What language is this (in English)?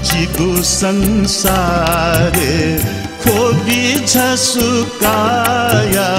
Newari